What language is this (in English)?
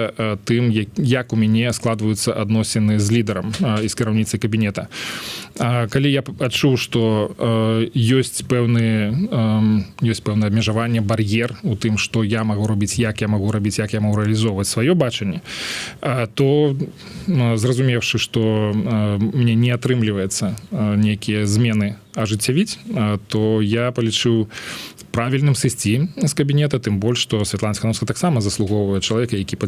Belarusian